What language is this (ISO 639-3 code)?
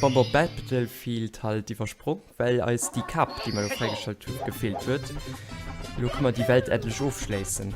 ltz